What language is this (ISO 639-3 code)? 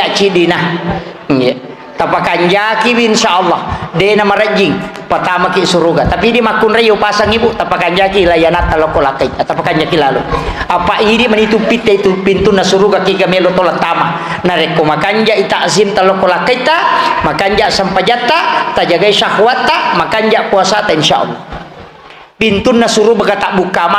bug